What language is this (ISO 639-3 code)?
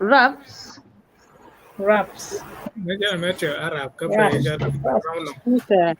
ach